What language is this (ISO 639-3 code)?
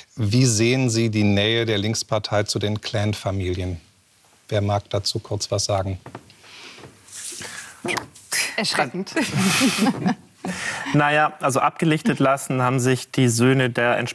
deu